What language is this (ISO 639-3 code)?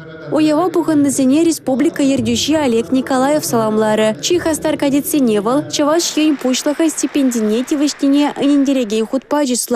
chv